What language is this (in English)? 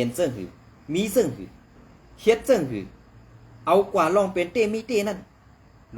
Shan